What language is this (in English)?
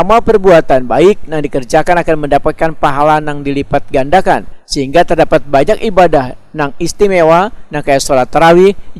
Banjar